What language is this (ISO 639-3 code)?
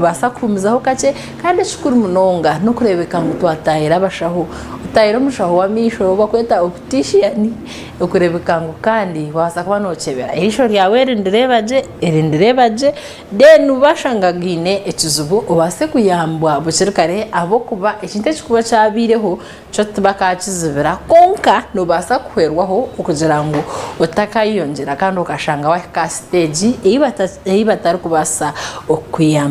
nyn